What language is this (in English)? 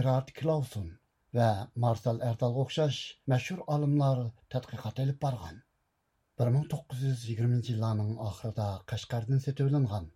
Uyghur